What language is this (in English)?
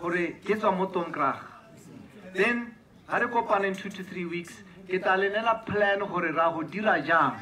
Tswana